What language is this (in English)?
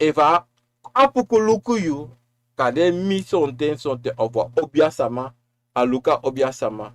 Sranan Tongo